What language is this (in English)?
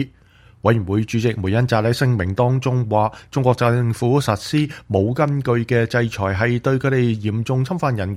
Cantonese